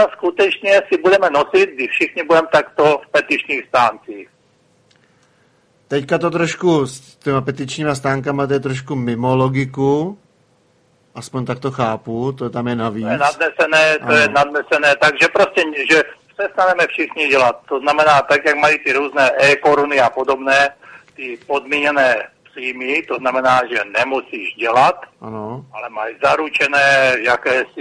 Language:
Czech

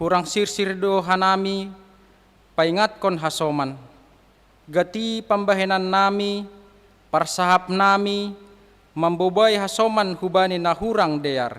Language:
Batak Simalungun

